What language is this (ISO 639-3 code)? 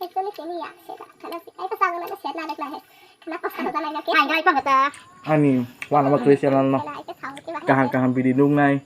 trp